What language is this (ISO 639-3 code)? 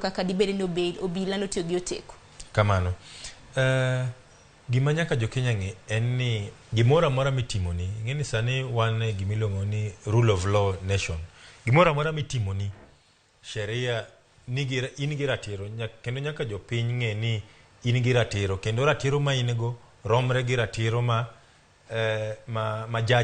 luo